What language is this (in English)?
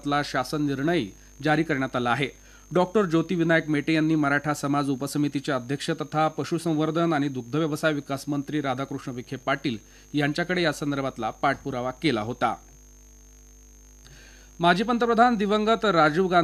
Marathi